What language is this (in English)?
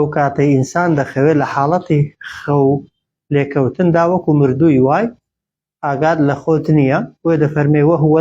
Central Kurdish